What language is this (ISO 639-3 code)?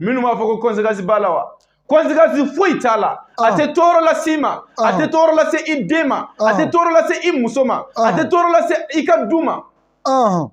bam